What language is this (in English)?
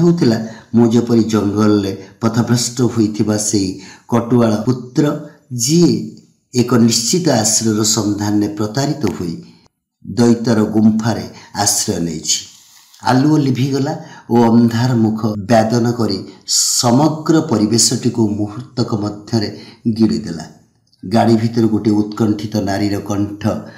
Odia